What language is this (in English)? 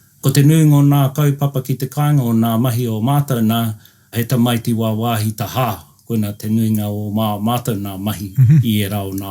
Māori